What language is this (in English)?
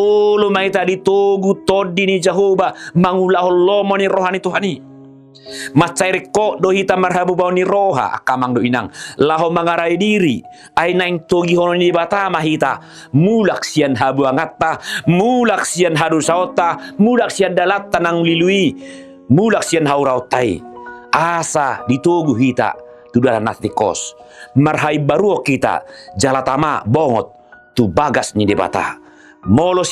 Batak Toba